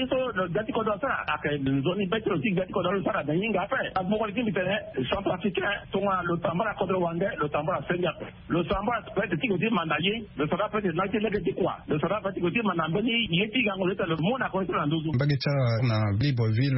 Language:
Sango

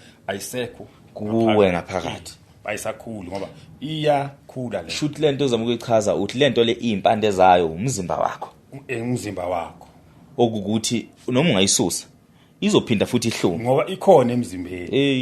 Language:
Zulu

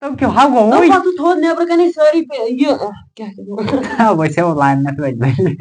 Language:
Kashmiri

